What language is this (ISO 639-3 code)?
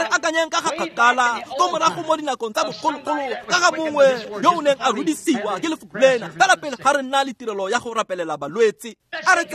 tsn